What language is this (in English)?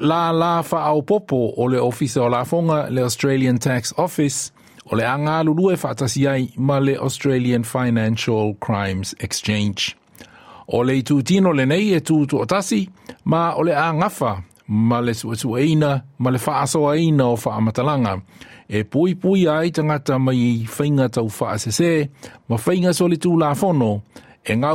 Samoan